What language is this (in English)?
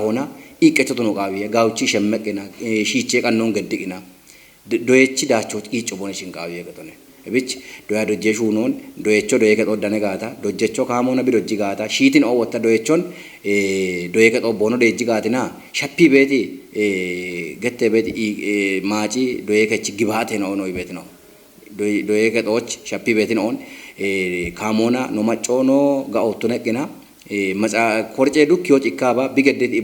Kafa